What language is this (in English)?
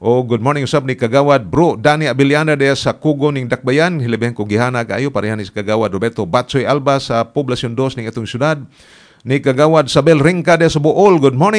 Cebuano